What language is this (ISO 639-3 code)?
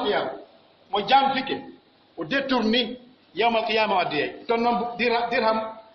fuf